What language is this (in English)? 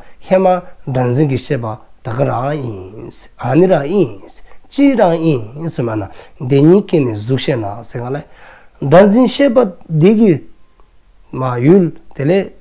Dzongkha